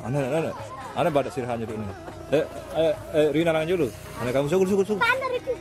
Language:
Sasak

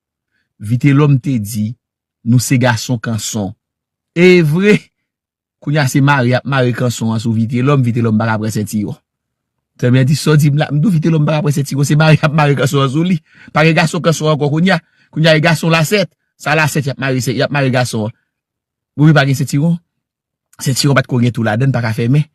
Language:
Haitian Creole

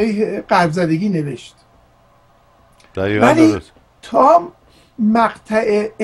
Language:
Persian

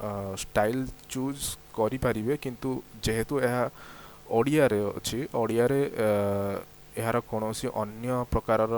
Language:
Odia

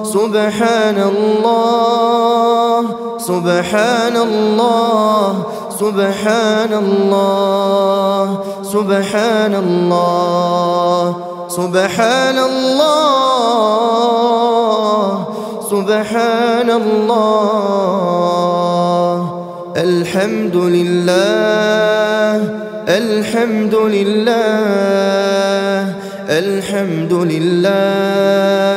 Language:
Arabic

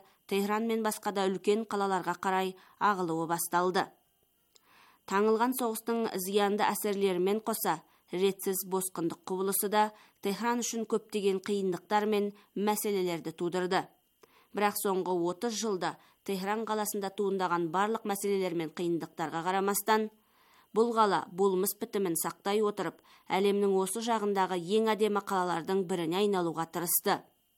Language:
Kazakh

